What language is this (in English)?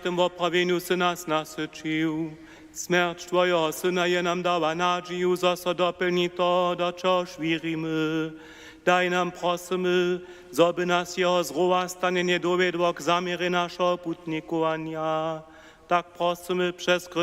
Upper Sorbian